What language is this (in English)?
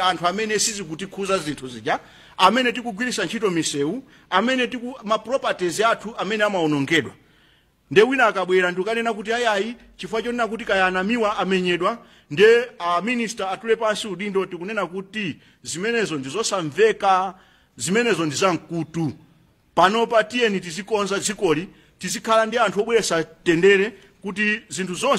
Nyanja